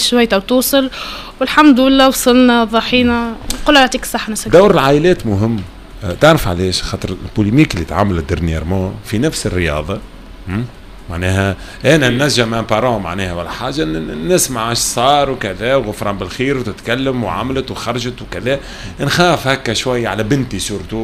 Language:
Tunisian Arabic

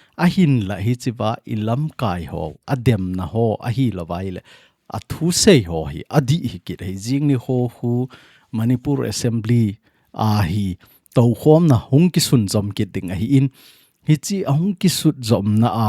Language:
Thado Chin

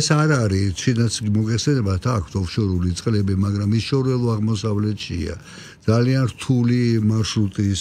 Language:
Georgian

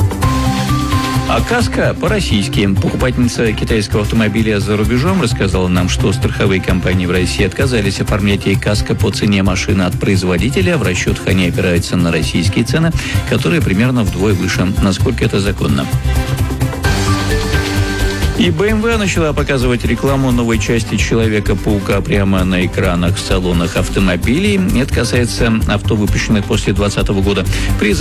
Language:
Russian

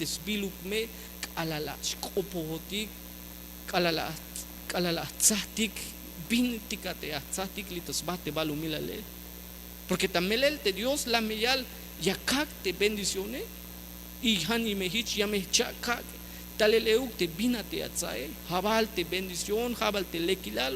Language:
Tzeltal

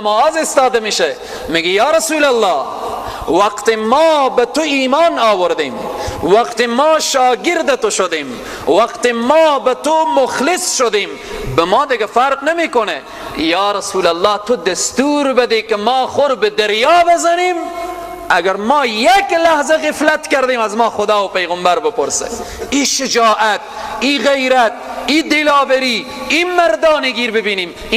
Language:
Persian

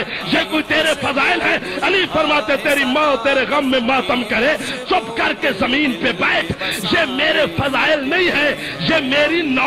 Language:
Urdu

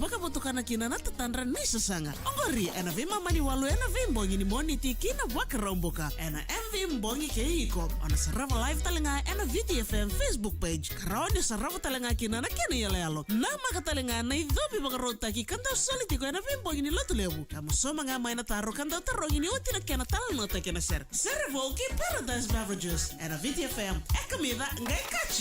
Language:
Fijian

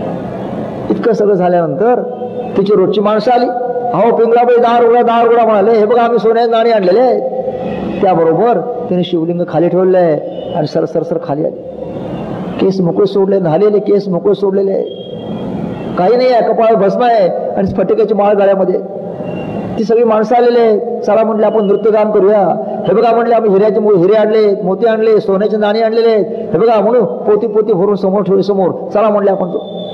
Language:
Marathi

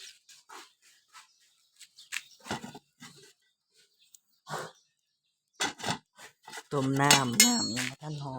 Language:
Lao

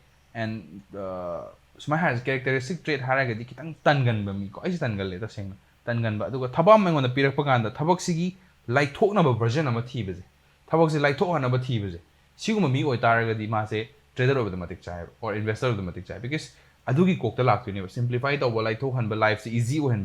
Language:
Manipuri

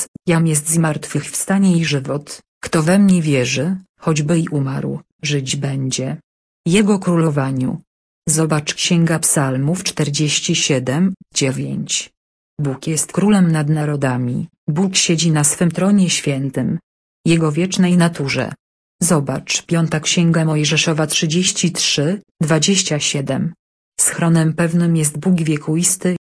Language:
Polish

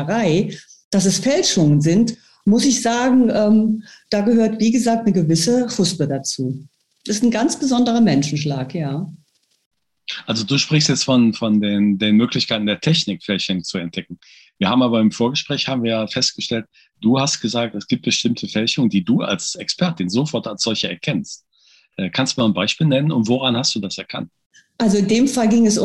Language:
German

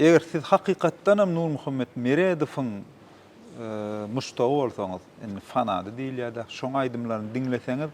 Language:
Turkmen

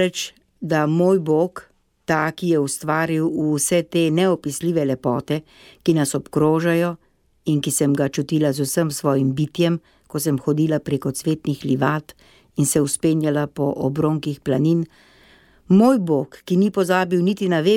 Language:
Slovenian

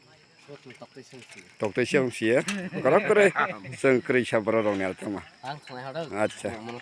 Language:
Kok Borok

